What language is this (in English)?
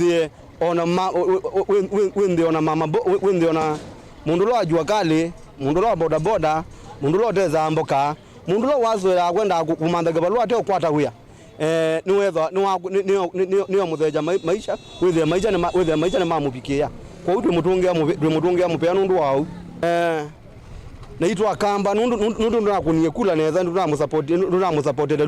Kamba